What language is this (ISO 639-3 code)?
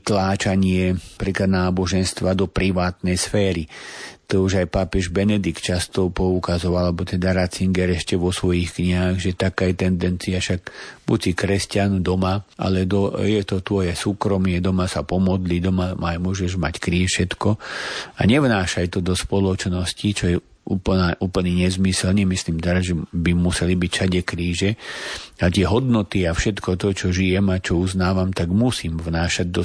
slk